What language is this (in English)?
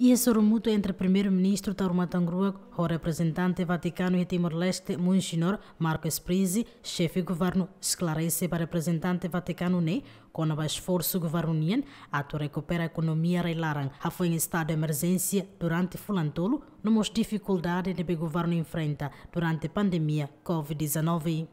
Tetum